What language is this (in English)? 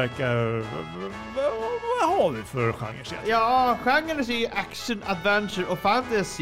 Swedish